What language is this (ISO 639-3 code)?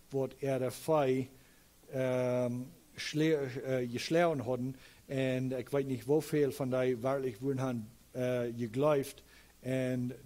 pdt